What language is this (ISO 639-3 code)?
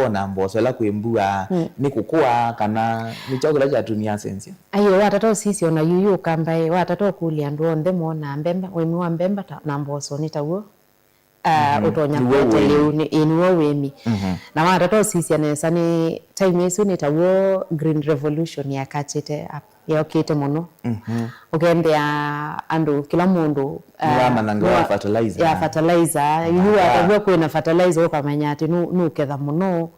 kam